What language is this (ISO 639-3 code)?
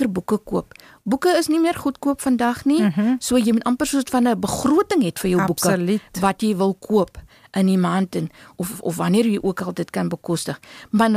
afr